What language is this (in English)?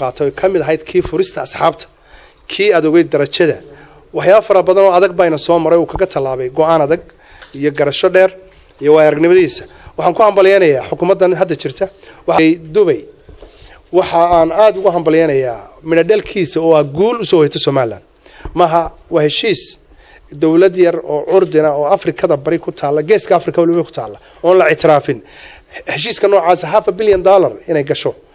Somali